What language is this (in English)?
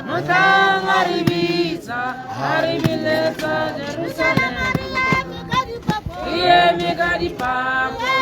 Tswana